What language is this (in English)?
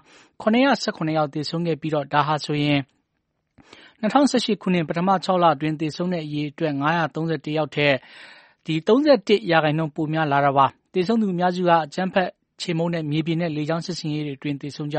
Burmese